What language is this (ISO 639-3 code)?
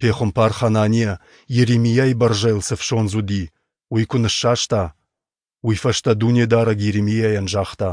oss